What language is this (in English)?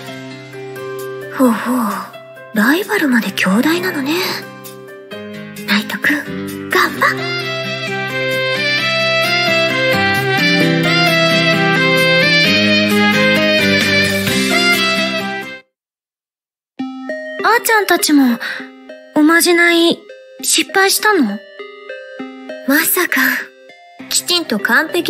Japanese